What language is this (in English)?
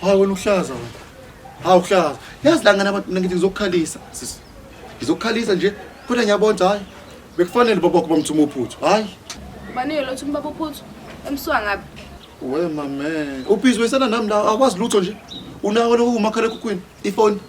Zulu